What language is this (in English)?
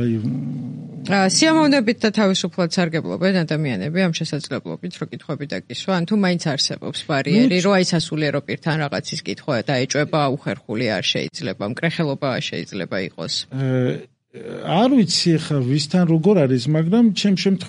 Georgian